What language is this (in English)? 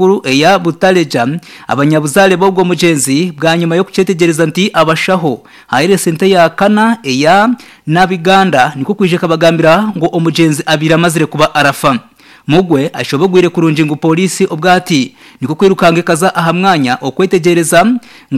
Nyankole